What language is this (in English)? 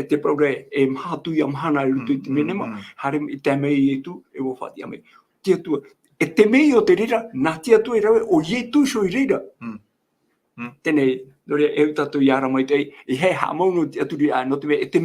Tahitian